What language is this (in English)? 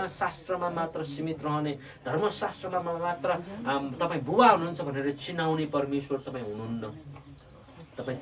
Nepali